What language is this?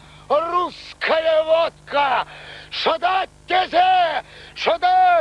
Chuvash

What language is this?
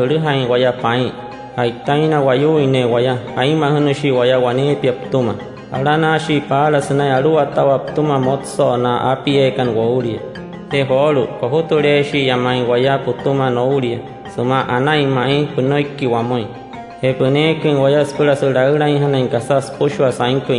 Wayuu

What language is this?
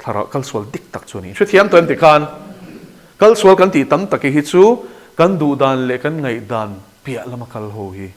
Mizo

